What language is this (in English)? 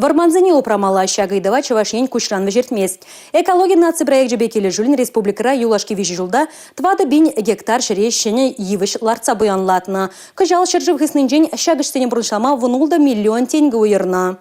Chuvash